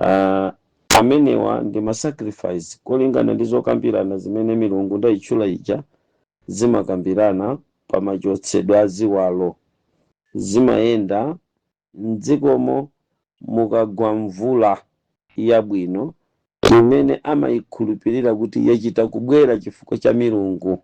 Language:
Nyanja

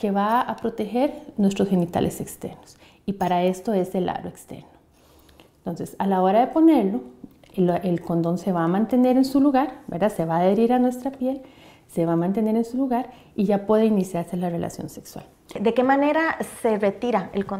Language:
Spanish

